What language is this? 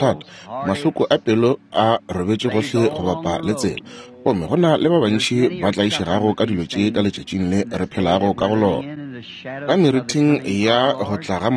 Northern Sotho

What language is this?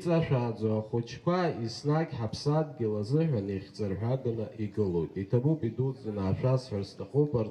Abkhazian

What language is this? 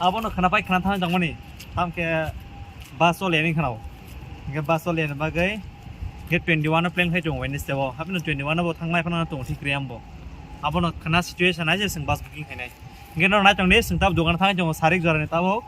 Kok Borok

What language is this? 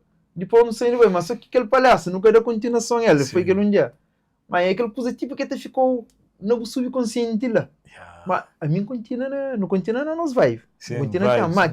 Kabuverdianu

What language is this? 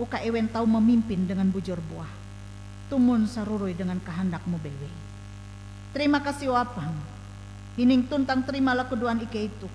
Ngaju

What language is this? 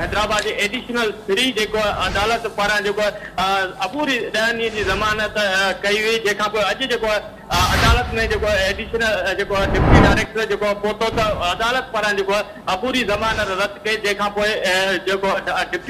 Sindhi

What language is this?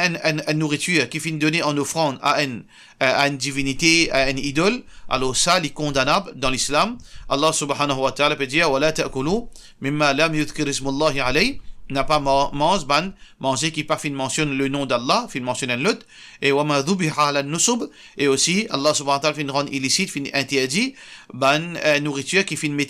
Morisyen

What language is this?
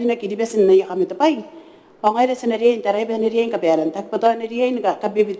Gilbertese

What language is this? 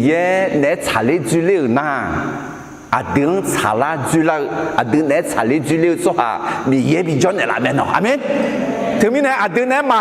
Akha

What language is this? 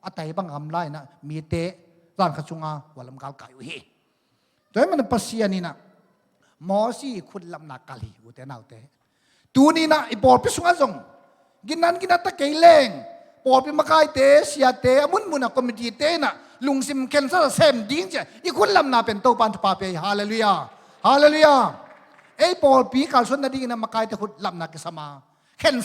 Tedim Chin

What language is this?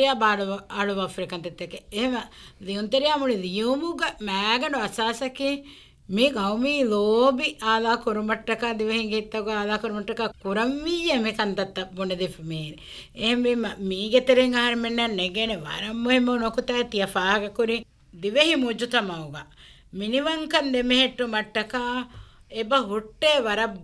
Divehi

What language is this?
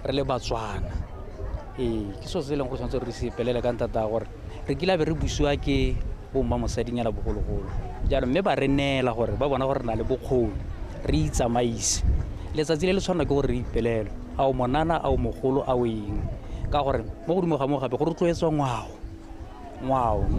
Tswana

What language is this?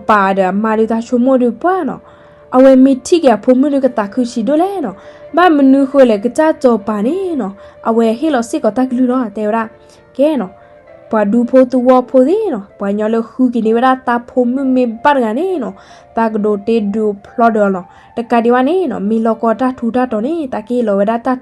S'gaw Karen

